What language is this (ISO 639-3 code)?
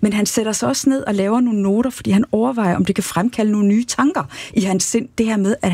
dan